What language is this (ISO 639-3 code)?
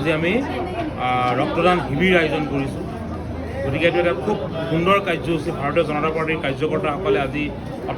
asm